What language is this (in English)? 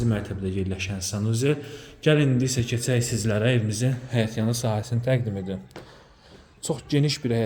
Azerbaijani